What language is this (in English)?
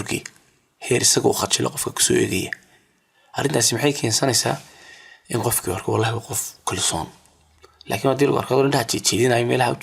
Somali